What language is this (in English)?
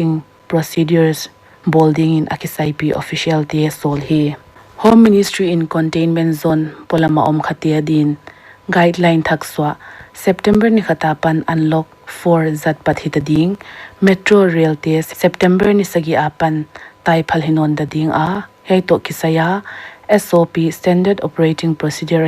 Paite Chin